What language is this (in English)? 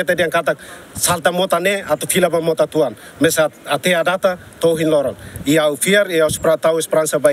Tetum